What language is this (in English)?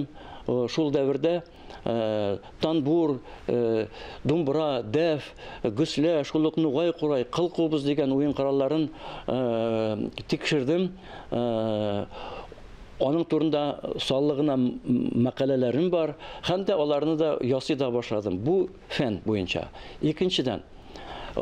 Tatar